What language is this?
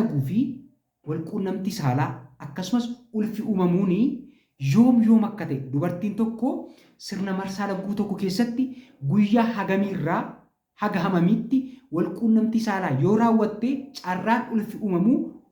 Oromo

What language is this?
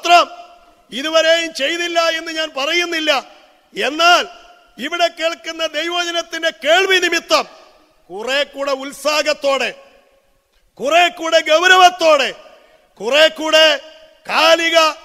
Malayalam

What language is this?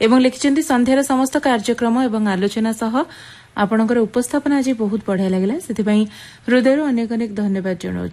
Odia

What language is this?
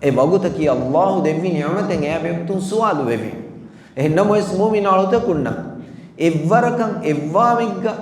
Divehi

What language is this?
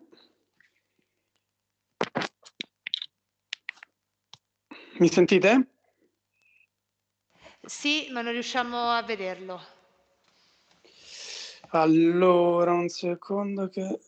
Italian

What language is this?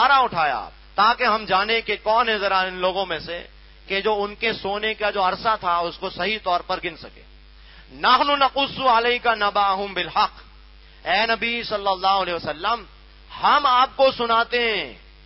Urdu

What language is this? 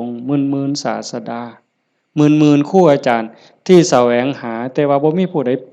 Northeastern Thai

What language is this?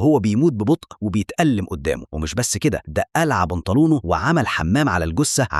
Egyptian Arabic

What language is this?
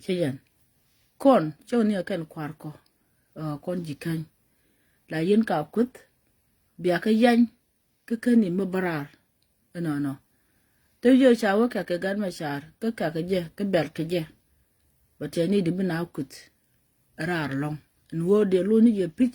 Nuer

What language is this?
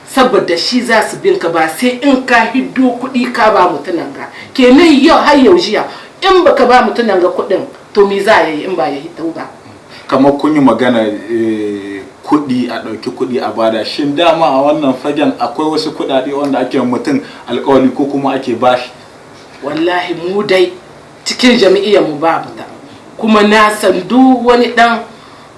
Hausa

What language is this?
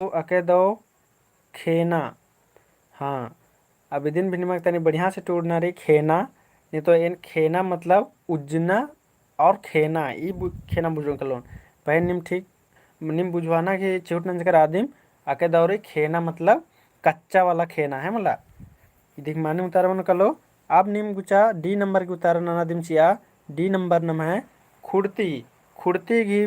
Kurukh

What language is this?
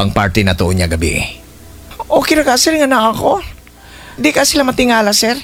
Cebuano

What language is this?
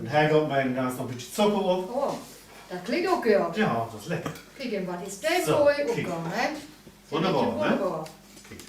Low German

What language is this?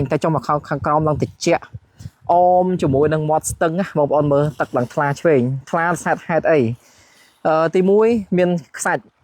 Khmer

